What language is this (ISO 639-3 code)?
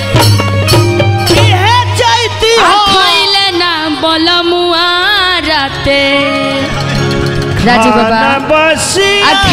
bho